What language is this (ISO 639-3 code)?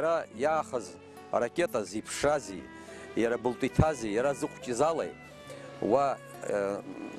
abk